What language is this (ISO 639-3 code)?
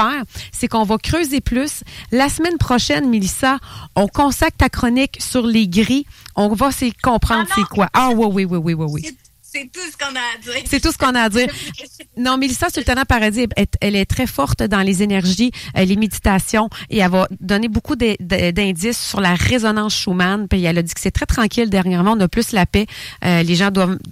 fra